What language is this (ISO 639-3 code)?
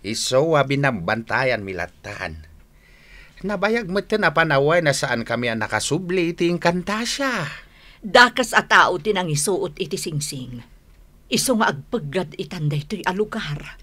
ilo